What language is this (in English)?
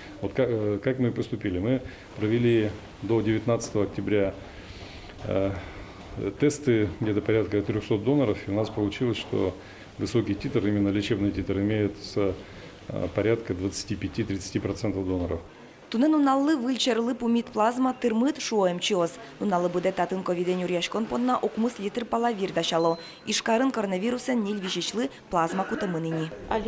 Udmurt